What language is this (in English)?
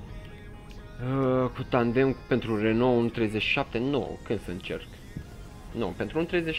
Romanian